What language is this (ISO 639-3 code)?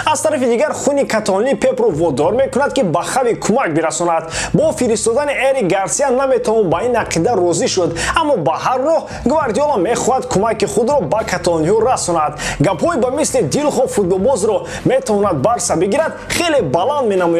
tgk